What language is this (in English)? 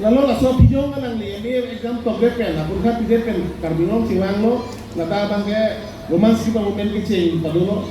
Karbi